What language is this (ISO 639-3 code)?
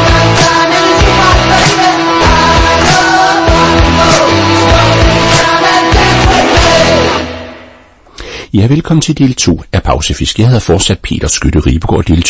dan